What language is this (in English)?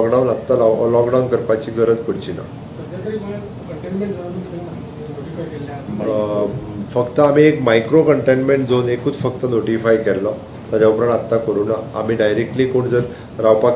Konkani